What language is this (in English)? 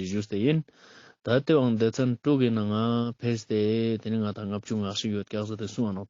Ladakhi